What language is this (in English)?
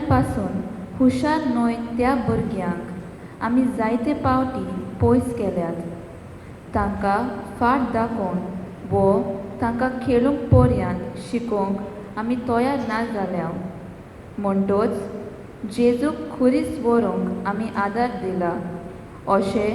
Konkani